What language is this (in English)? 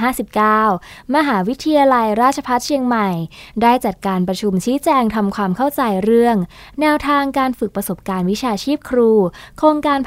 Thai